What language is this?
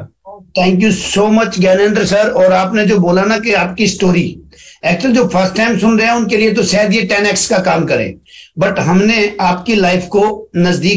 Hindi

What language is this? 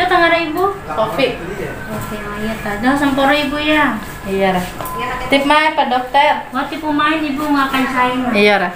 Bima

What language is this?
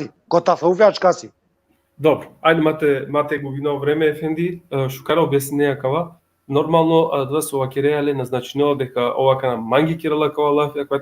Balkan Romani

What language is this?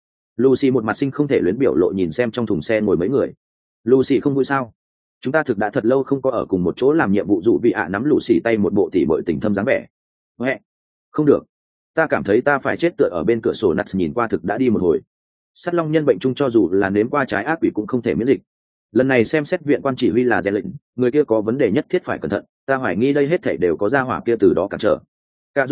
Vietnamese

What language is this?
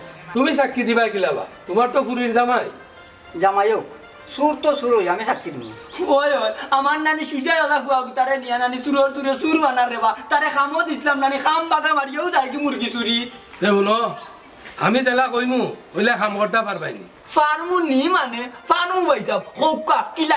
Sylheti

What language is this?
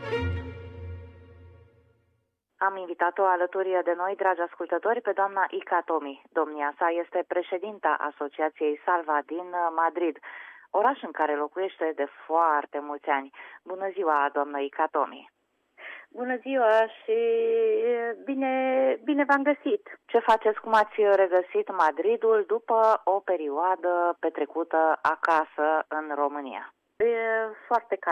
Romanian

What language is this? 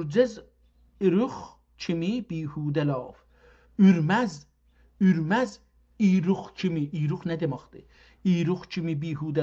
South Azerbaijani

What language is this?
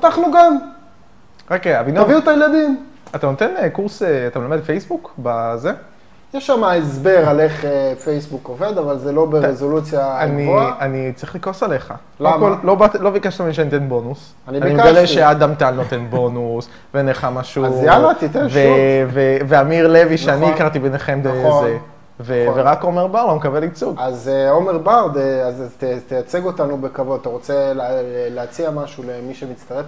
Hebrew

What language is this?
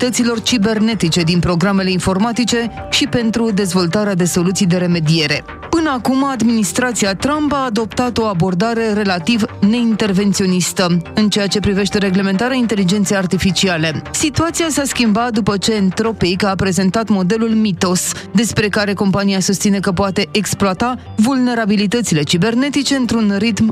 Romanian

